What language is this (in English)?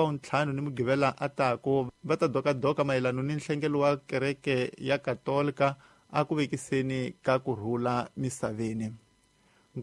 Tsonga